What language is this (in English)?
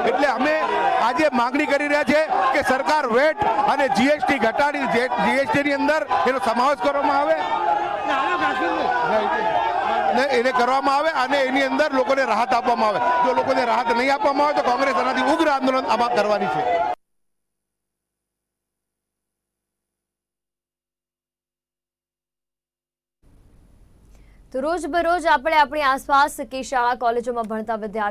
Gujarati